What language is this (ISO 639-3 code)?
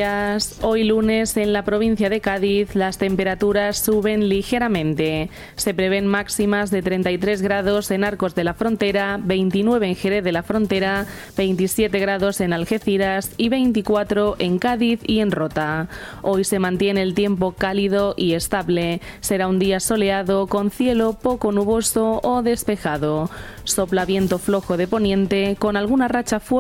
spa